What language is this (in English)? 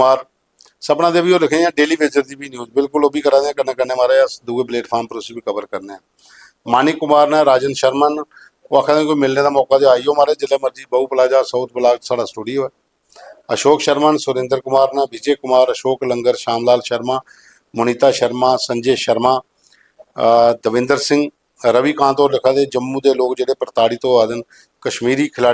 Dogri